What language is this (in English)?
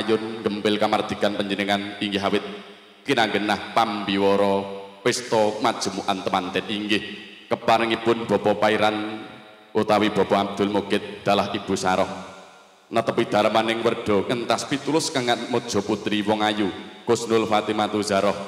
Javanese